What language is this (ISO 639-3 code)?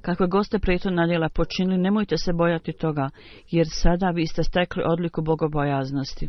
bos